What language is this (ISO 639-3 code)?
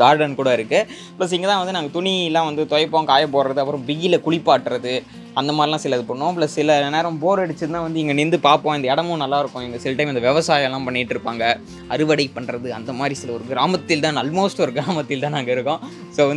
tam